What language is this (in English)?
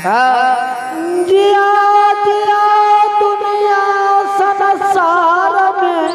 Angika